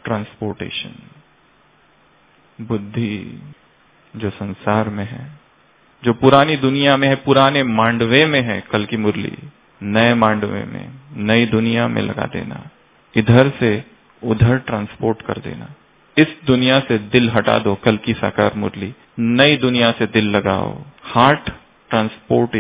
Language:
Hindi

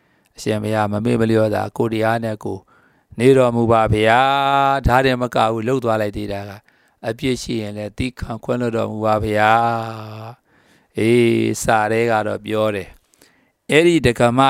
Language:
Burmese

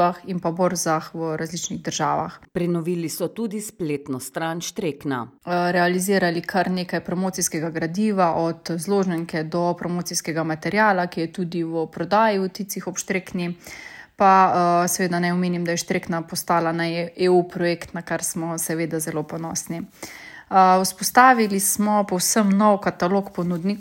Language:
Slovenian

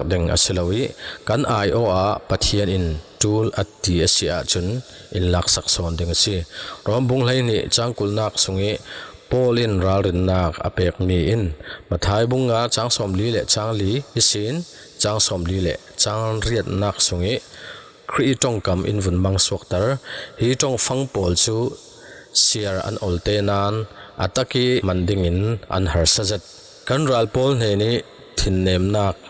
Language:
Falam Chin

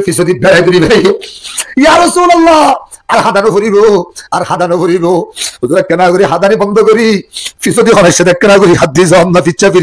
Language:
Rohingya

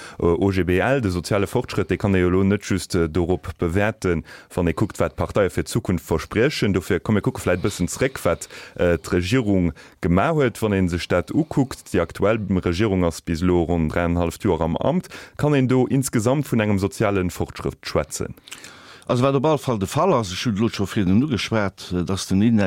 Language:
Luxembourgish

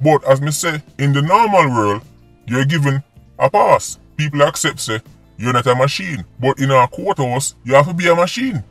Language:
Jamaican Creole English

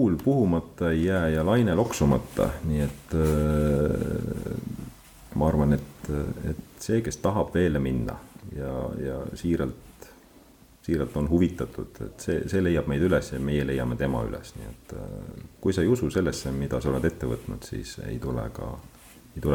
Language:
Estonian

